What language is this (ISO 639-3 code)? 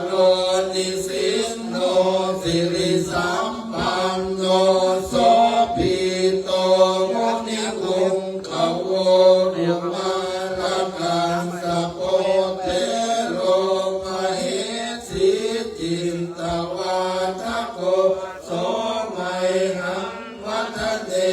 pli